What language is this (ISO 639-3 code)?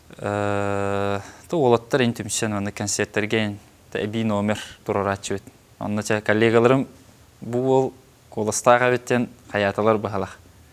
sah